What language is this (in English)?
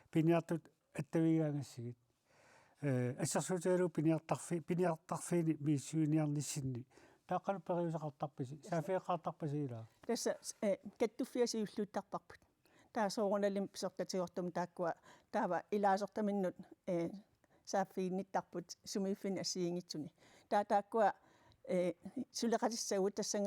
Kalaallisut